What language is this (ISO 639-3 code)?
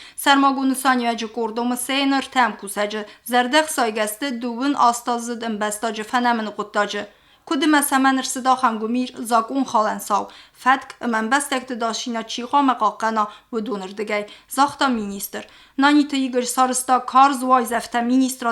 oss